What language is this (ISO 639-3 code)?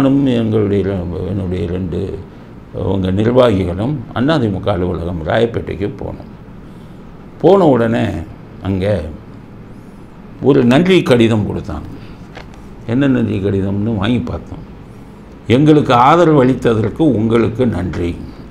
tam